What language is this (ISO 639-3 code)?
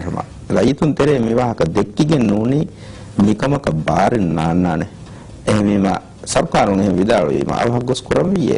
div